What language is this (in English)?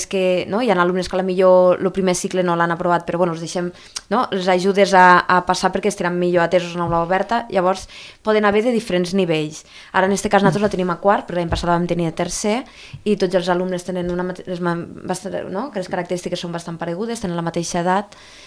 Catalan